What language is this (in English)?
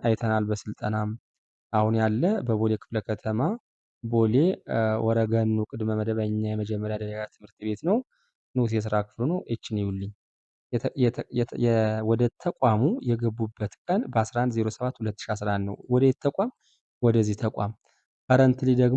Amharic